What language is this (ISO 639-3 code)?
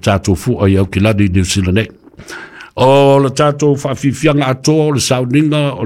smo